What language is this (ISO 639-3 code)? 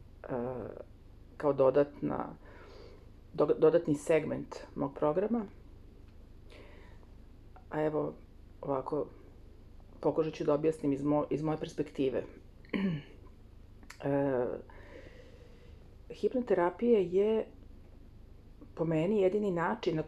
srp